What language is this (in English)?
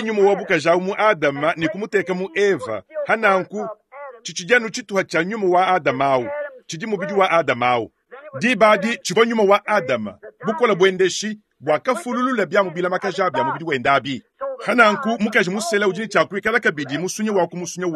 Luba-Lulua